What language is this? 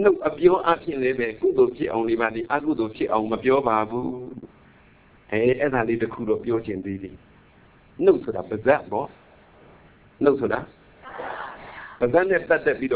Burmese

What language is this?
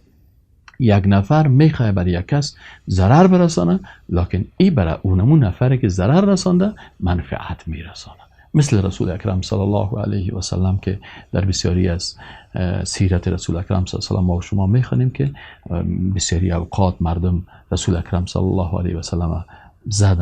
Persian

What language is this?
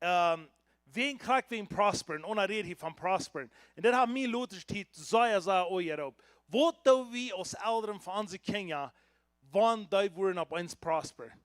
Plautdietsch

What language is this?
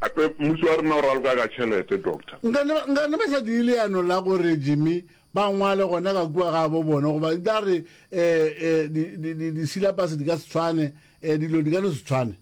Northern Sotho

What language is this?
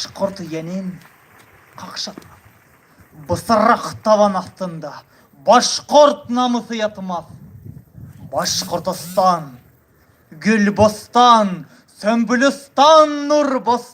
Bashkir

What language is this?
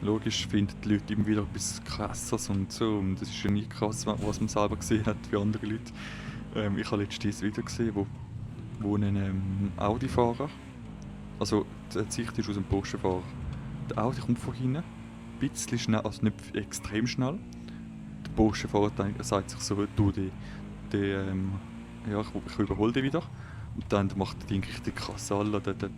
Swiss German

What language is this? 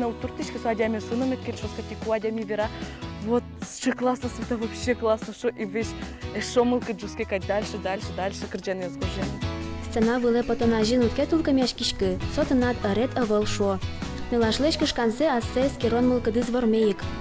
Udmurt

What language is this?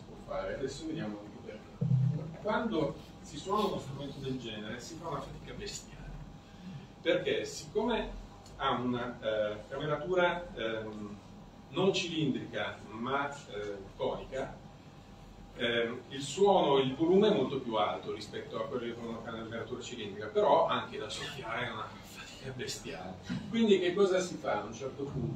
Italian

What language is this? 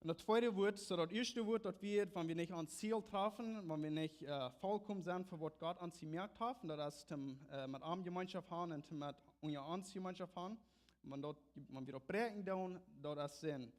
Plautdietsch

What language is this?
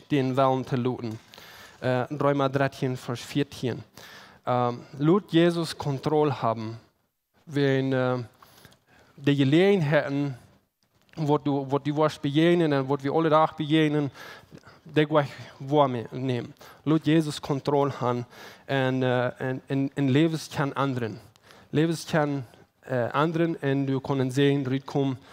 Plautdietsch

